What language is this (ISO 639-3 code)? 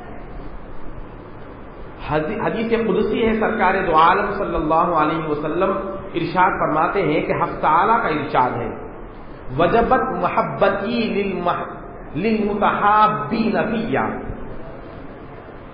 urd